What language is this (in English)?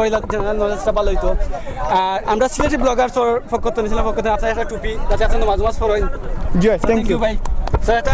Sylheti